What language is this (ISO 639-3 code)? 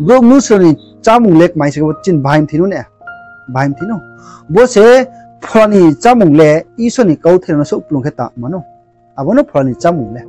ria